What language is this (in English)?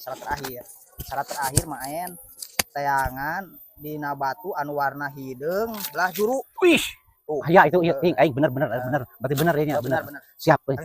Sundanese